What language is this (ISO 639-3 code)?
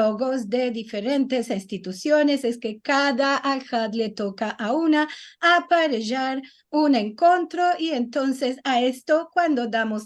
lad